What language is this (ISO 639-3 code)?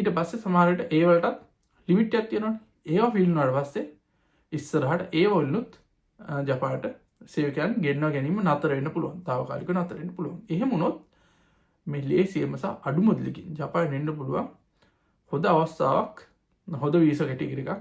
sin